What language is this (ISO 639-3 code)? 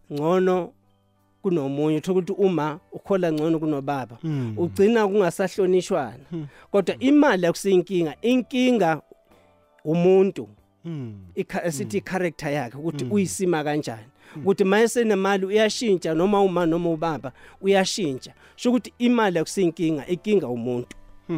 nbl